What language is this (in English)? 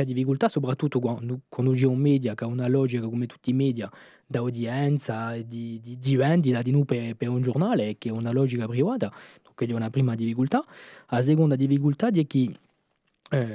Corsican